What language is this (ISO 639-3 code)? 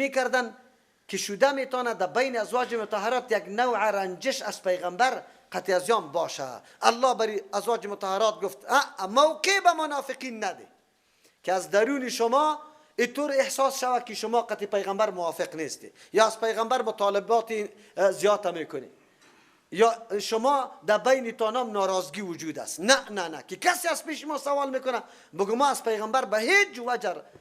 fas